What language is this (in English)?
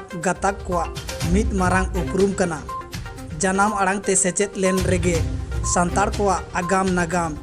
Santali